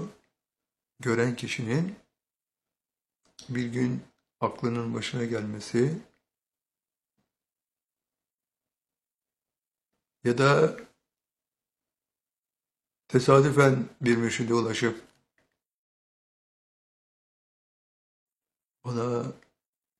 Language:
Turkish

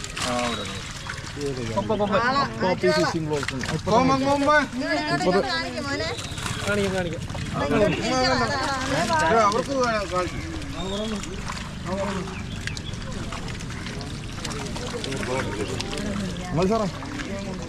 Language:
Malayalam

